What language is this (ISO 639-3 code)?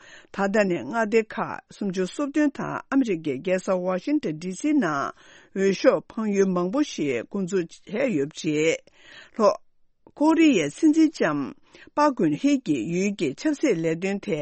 bod